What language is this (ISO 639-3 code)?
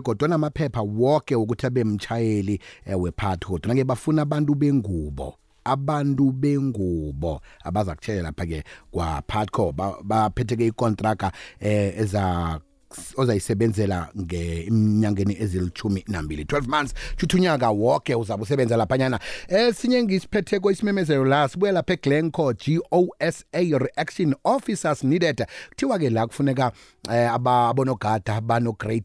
nbl